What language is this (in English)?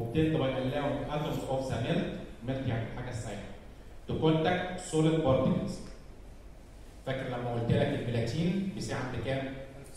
Egyptian Arabic